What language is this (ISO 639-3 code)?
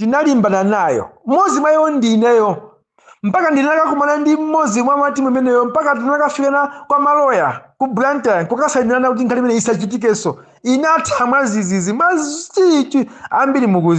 nya